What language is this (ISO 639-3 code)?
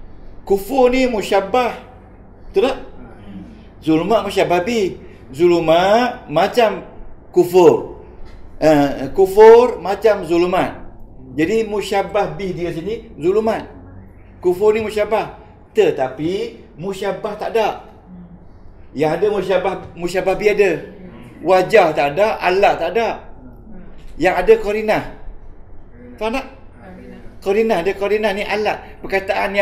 msa